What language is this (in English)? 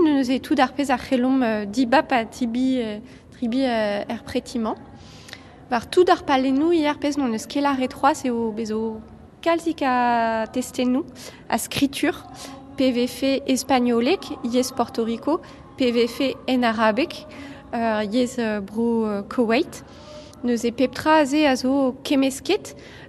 Breton